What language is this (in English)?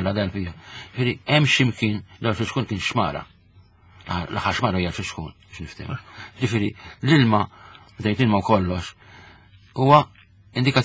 Maltese